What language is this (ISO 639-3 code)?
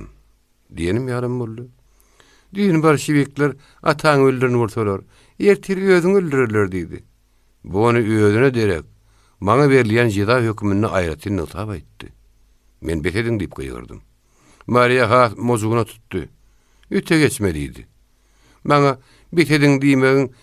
tuk